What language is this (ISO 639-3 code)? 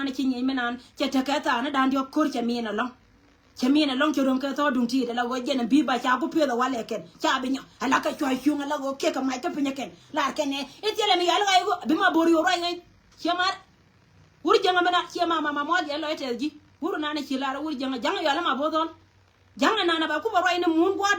nus